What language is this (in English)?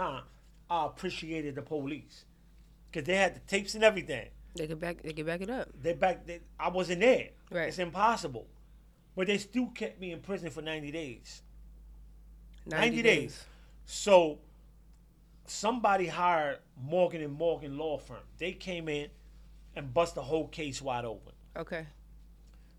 English